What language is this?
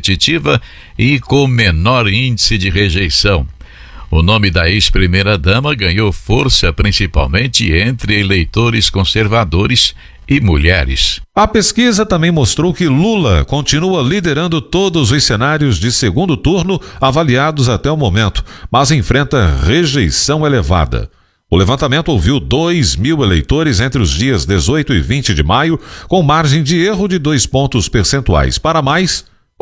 Portuguese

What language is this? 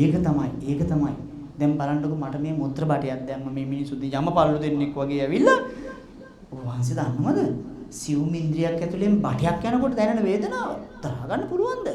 Sinhala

